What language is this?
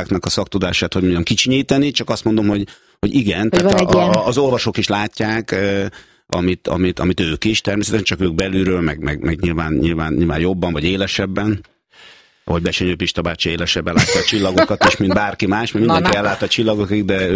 Hungarian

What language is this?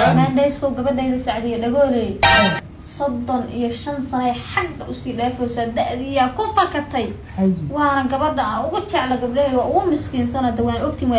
Somali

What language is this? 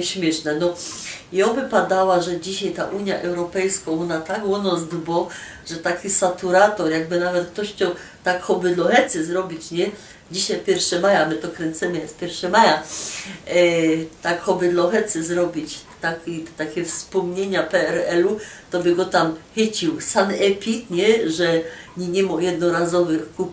Silesian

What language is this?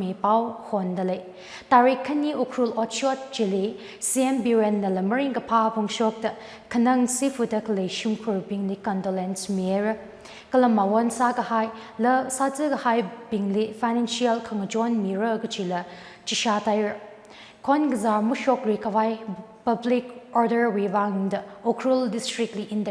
Tangkhul Naga (India)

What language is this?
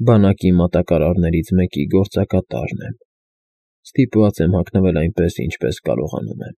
Armenian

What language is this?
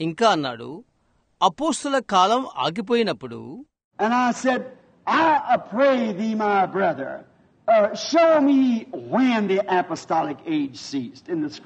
Telugu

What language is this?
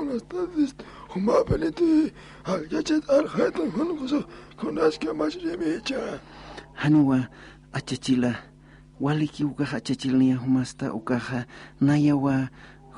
Aymara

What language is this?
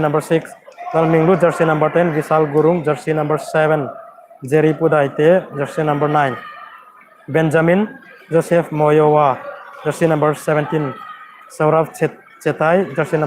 Hmar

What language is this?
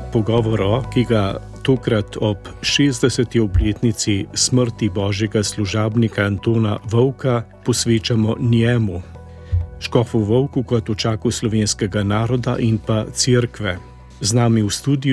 Slovenian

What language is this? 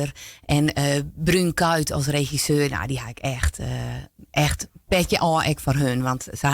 Western Frisian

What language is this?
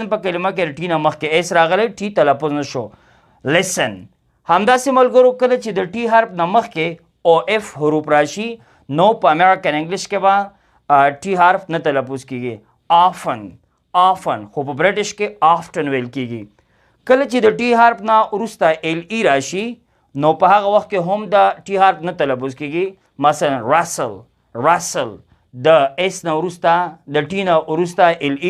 Pashto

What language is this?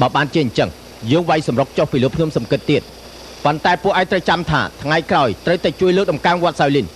Khmer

